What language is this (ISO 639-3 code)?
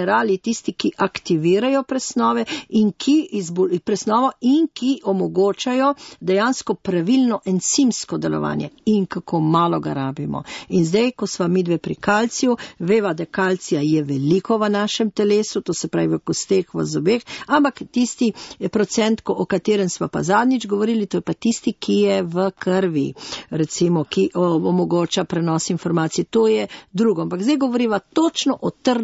slv